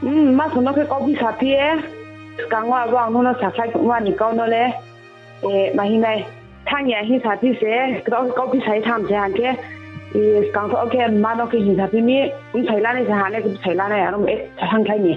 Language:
Riang (India)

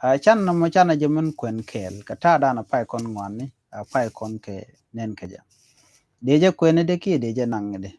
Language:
Nuer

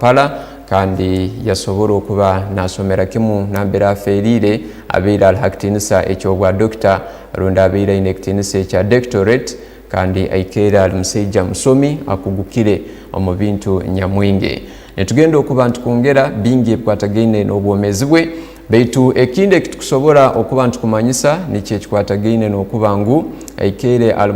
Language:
Tooro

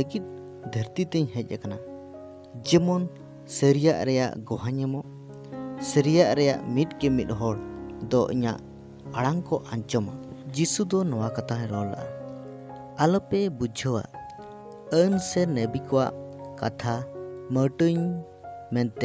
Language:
Santali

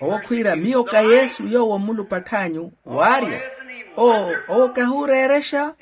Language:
Makhuwa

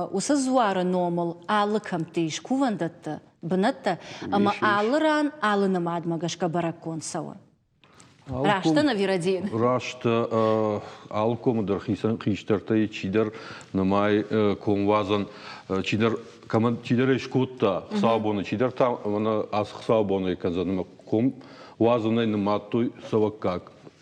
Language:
Ossetic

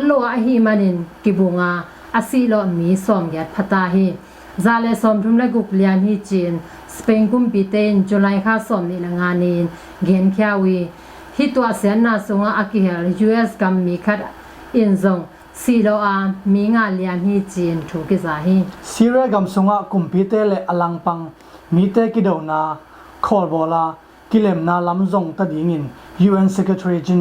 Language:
Tedim Chin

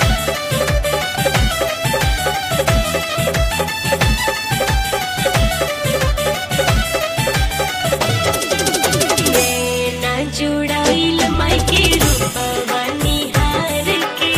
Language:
Bhojpuri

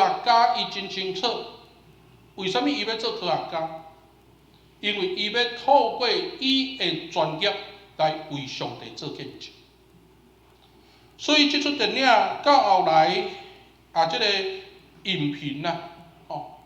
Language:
Min Nan Chinese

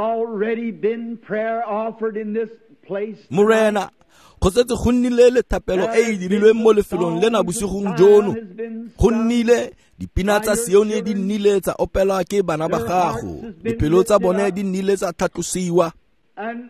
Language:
Tswana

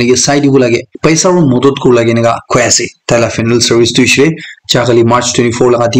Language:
Naga Pidgin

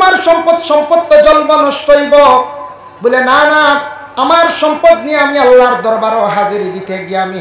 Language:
Sylheti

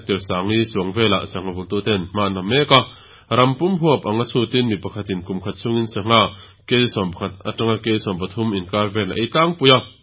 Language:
Mizo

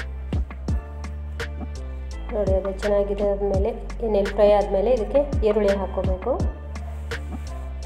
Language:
Kannada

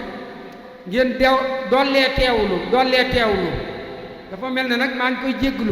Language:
Wolof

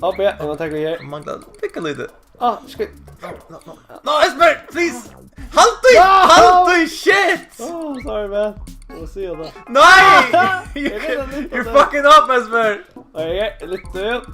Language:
Faroese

